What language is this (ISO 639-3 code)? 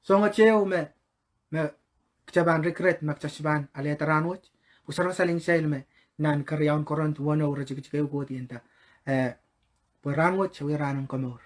pon